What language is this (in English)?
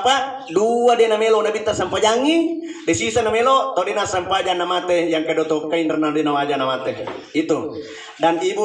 Buginese